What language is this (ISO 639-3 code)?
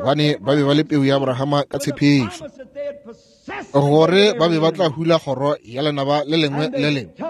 nso